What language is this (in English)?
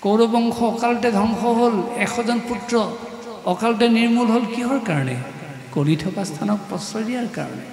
Assamese